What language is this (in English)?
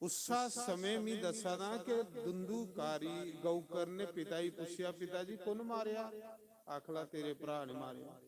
Dogri